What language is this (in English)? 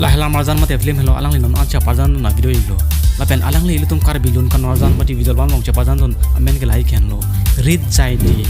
Karbi